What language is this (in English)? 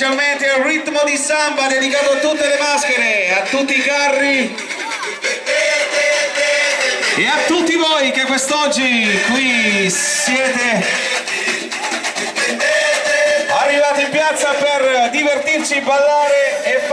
Italian